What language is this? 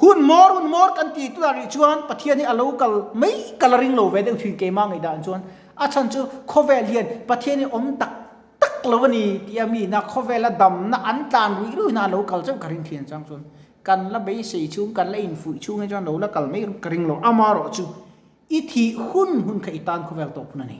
Mizo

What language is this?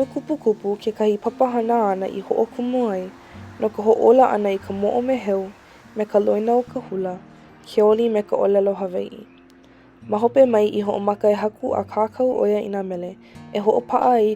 Hawaiian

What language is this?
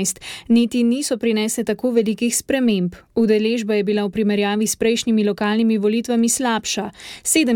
Slovenian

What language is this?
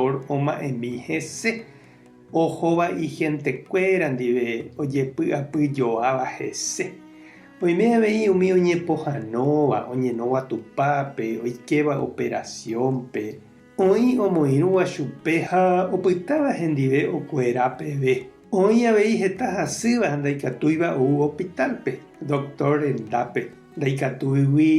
Guarani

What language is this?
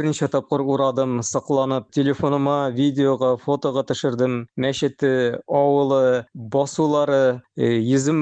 Tatar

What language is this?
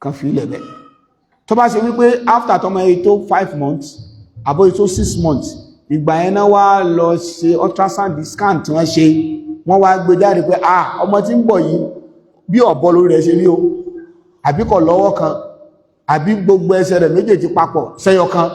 Yoruba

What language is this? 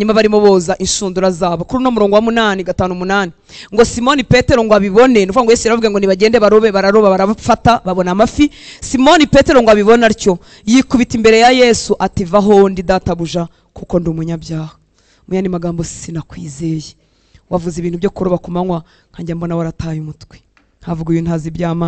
Kinyarwanda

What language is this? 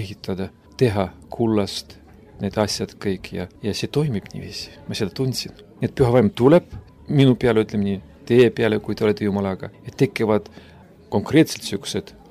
Estonian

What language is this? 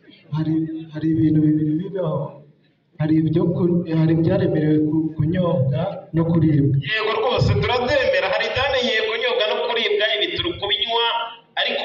Kinyarwanda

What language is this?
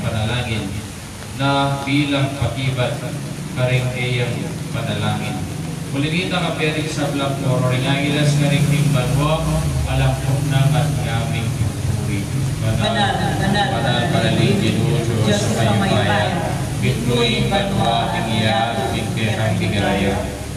Pampanga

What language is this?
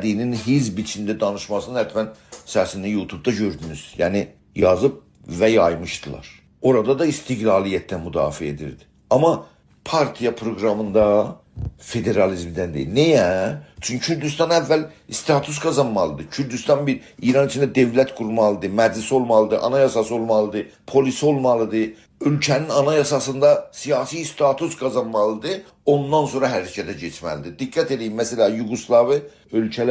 South Azerbaijani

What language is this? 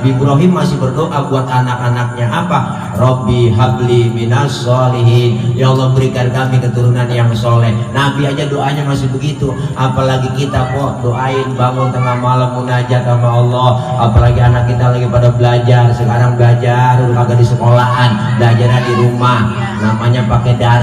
Betawi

